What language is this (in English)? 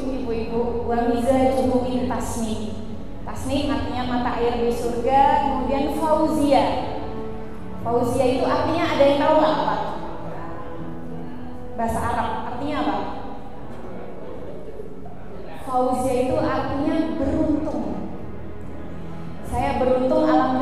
Indonesian